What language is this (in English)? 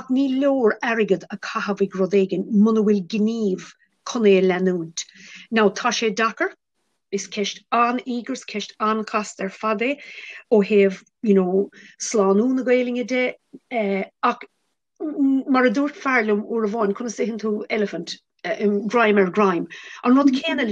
Irish